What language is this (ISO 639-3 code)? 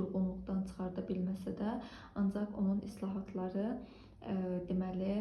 aze